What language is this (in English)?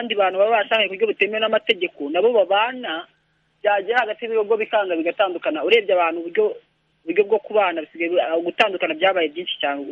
Kinyarwanda